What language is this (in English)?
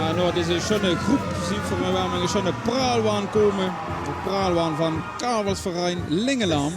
Limburgish